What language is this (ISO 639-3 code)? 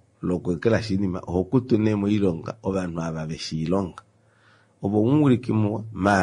kua